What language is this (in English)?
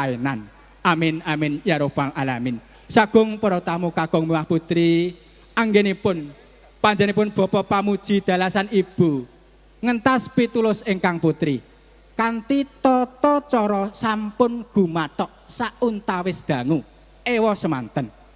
Javanese